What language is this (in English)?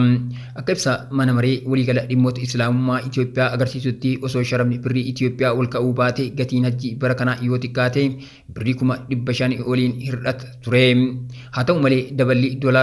Oromo